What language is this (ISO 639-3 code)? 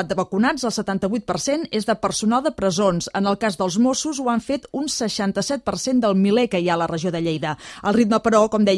cat